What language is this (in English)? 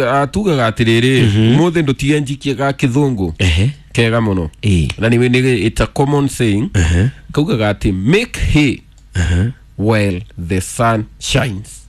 Kikuyu